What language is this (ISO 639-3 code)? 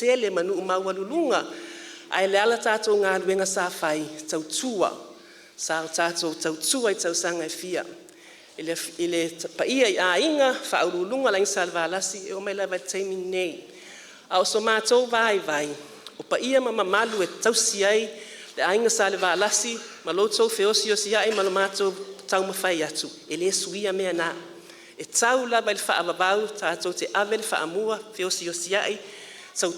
smo